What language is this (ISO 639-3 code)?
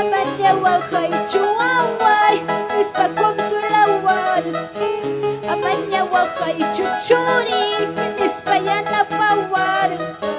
quy